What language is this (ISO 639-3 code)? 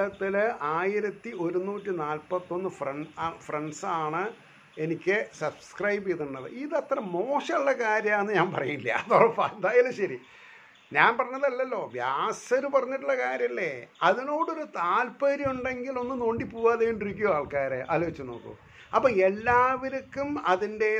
mal